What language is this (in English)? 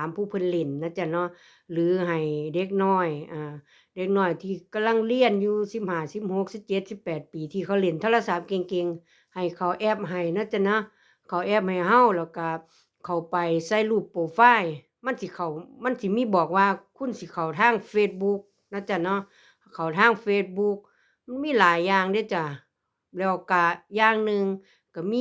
Lao